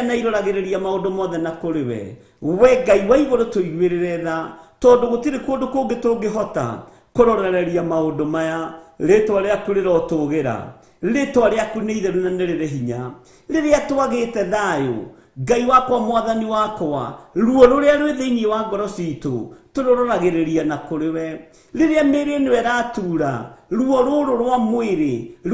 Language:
Kikuyu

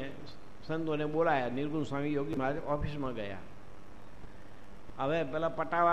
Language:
Gujarati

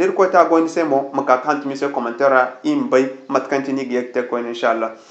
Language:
Zarma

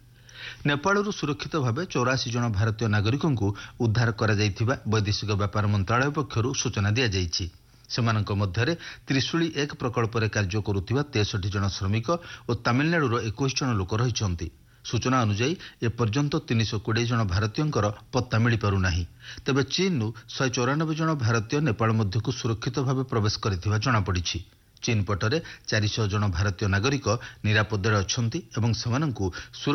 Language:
Odia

